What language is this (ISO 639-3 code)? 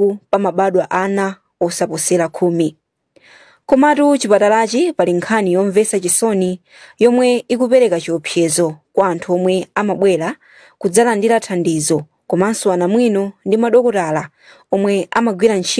nya